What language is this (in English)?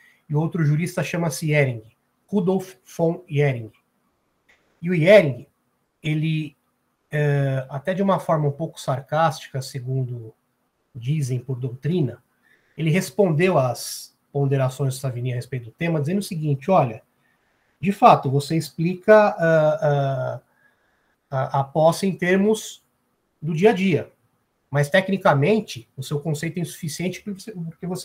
Portuguese